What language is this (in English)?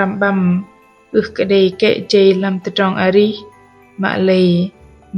Bahnar